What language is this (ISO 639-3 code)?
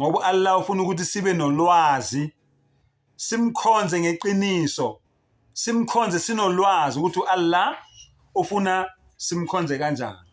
zul